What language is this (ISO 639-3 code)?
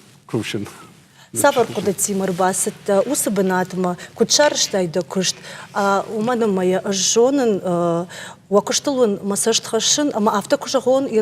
oss